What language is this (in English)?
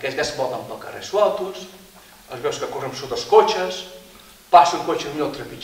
Catalan